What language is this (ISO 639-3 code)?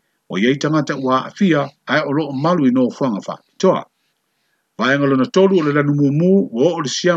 smo